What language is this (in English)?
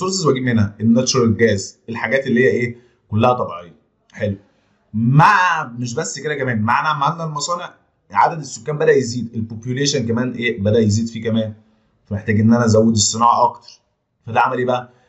Egyptian Arabic